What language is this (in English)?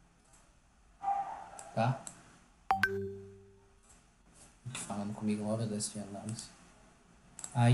Portuguese